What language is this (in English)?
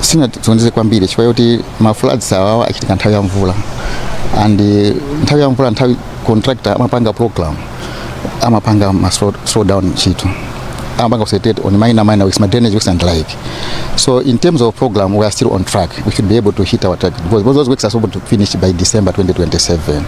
Nyanja